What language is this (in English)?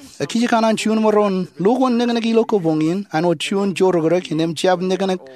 Marshallese